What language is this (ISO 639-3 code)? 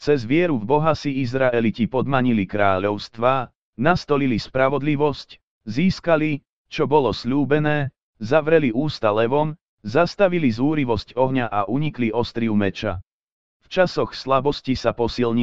slk